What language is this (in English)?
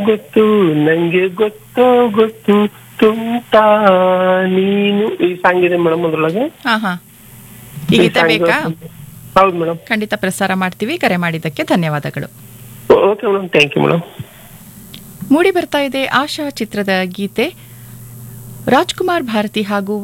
Kannada